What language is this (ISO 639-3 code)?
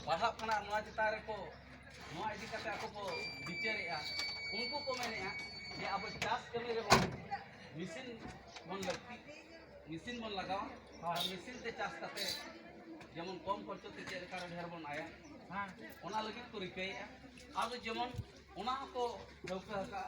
sat